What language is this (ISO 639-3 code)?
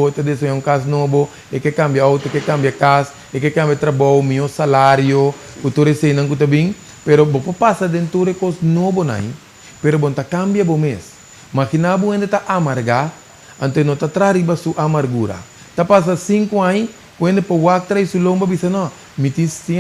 pap